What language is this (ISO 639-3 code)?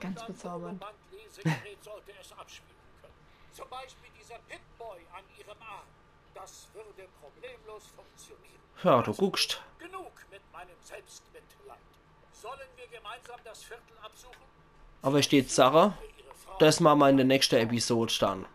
pfl